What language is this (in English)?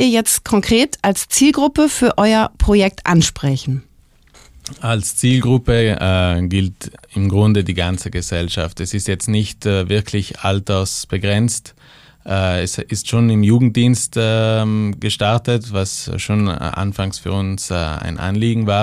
German